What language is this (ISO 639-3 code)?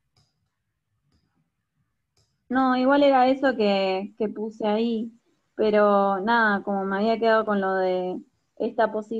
spa